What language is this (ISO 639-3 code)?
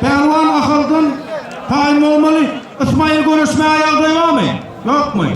tuk